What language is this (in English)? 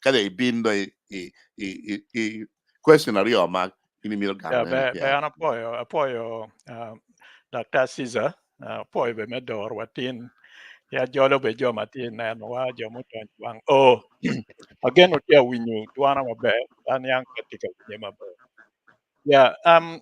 Acoli